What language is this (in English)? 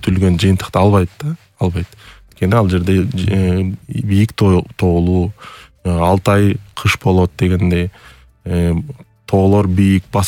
Kyrgyz